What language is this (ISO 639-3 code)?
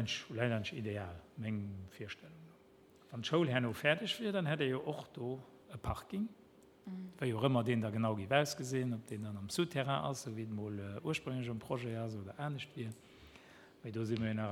ltz